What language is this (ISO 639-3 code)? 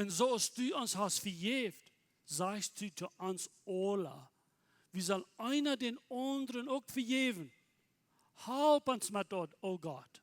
pdt